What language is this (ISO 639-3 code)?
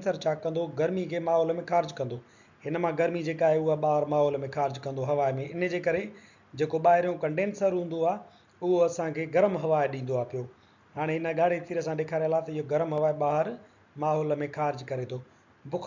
snd